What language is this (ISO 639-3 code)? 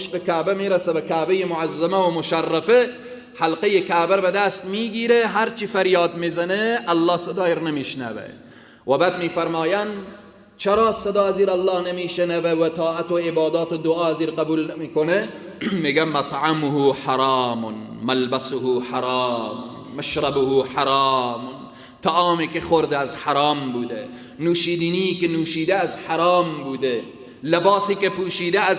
fas